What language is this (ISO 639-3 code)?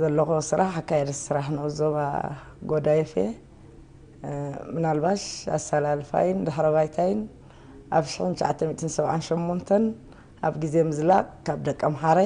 tir